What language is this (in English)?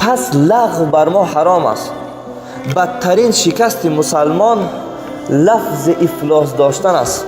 Tajik